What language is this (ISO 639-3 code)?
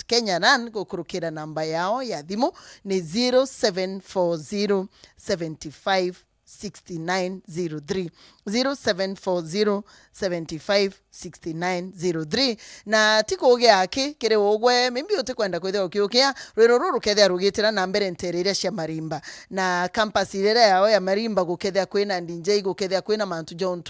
mer